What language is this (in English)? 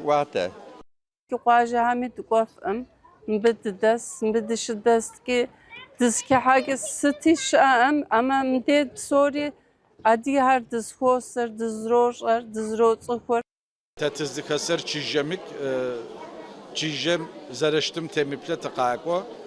Adyghe